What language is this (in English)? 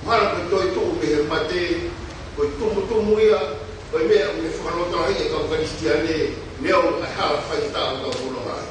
Tongan